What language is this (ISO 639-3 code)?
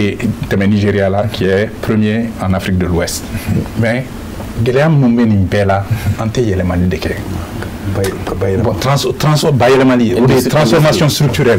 bam